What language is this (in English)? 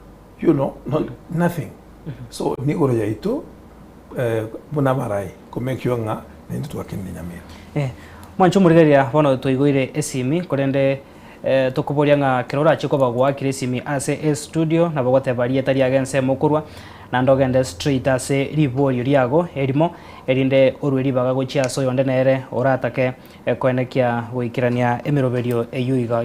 Gusii